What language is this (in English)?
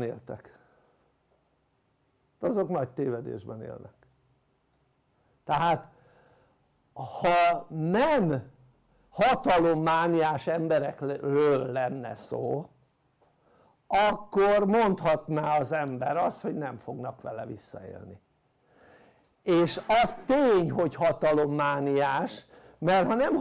Hungarian